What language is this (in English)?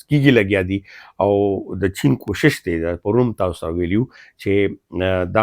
Pashto